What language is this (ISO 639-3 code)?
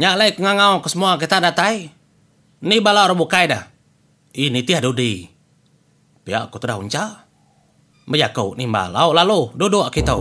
iba